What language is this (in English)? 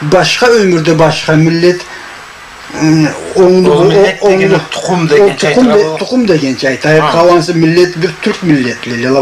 Karachay-Balkar